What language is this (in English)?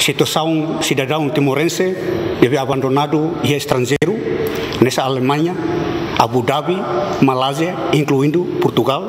Tetum